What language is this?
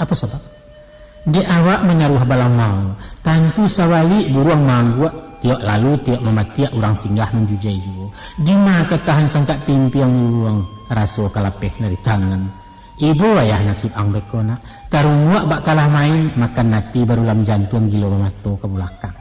Minangkabau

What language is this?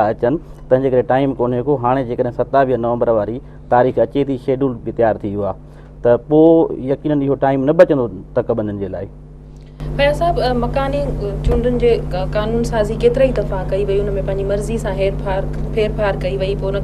Sindhi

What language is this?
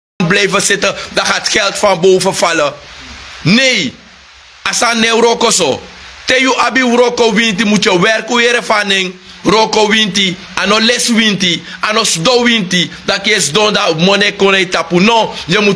Sranan Tongo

